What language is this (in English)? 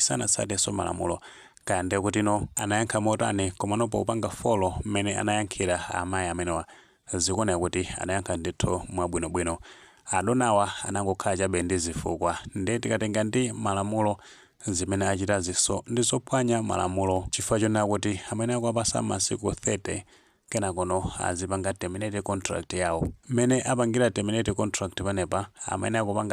Nyanja